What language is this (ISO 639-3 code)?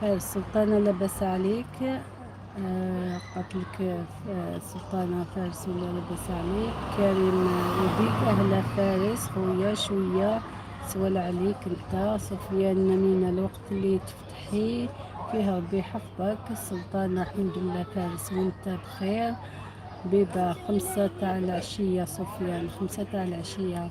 arq